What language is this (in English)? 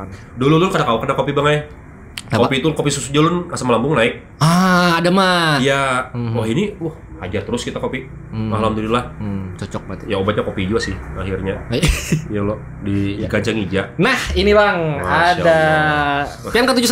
Banjar